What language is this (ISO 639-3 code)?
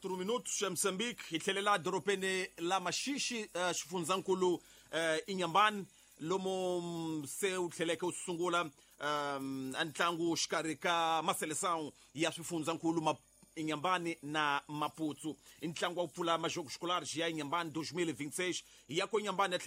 tso